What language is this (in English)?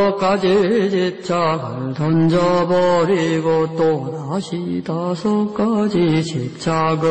Korean